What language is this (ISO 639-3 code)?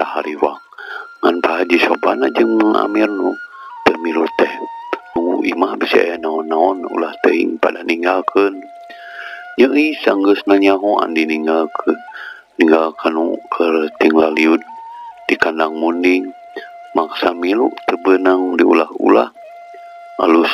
sun